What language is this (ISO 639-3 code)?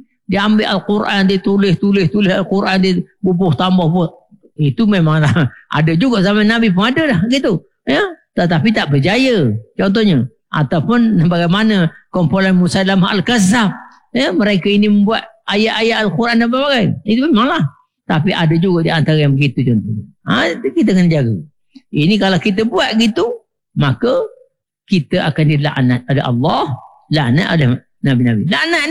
msa